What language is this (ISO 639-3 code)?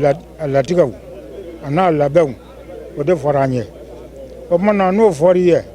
bam